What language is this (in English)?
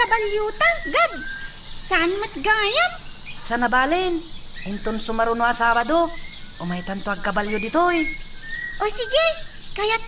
Iloko